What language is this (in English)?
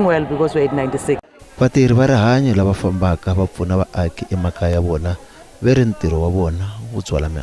Tsonga